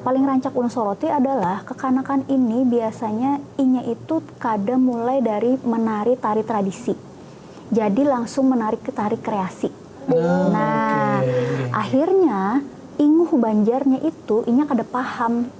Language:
Banjar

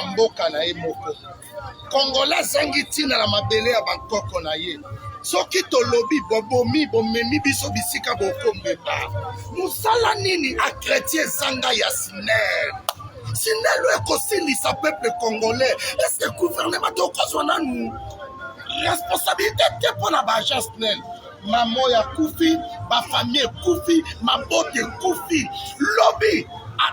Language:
Lingala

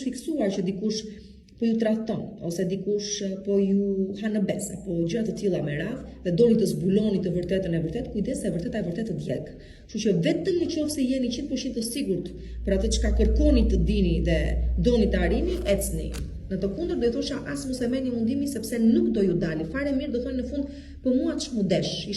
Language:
Albanian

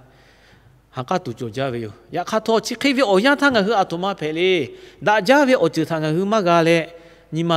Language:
Lahu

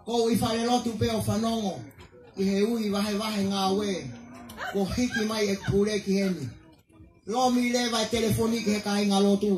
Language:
Tongan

